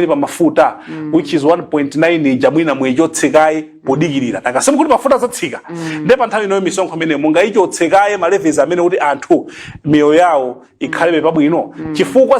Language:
Nyanja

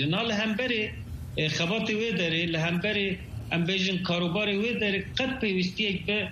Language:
Kurdish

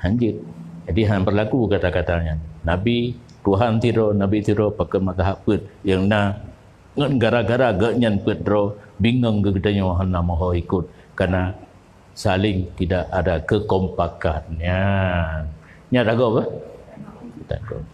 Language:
Achinese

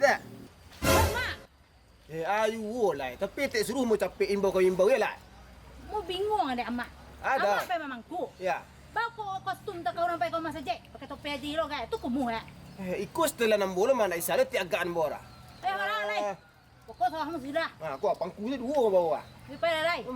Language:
Minangkabau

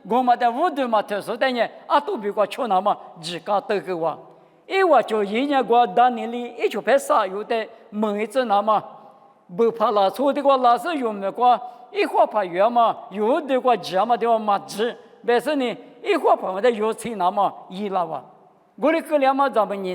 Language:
Lisu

